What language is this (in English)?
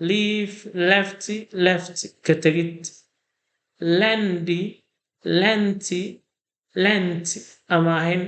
Somali